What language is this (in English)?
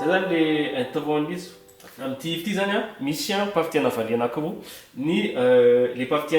Malagasy